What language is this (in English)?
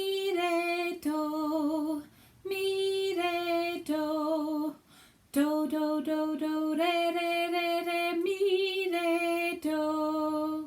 Scottish Gaelic